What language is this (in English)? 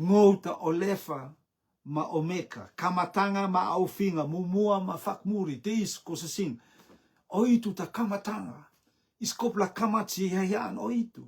Rotuman